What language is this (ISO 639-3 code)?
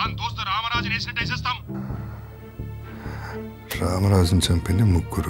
tel